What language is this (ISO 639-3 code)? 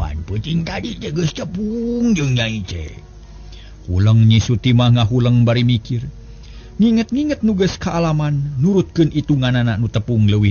sun